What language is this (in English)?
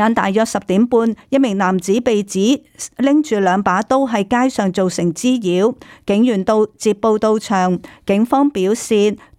Cantonese